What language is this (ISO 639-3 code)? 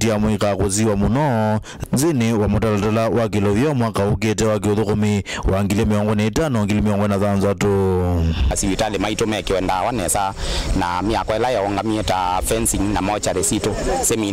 kam